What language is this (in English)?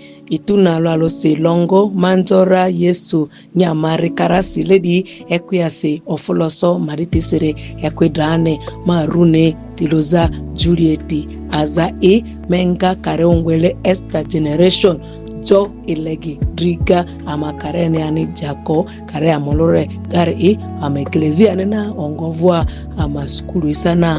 Ma'di